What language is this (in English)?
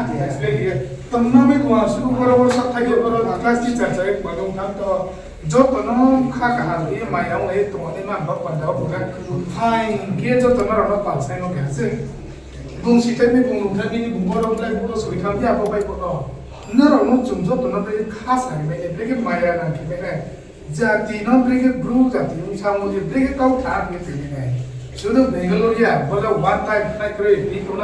Riang (India)